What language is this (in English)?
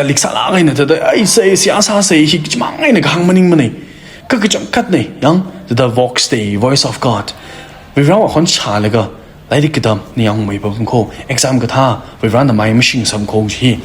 Tangkhul Naga (India)